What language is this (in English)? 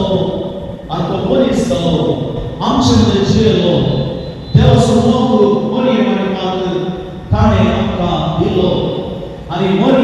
Konkani